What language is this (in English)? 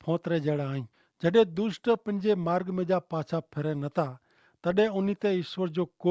Kachhi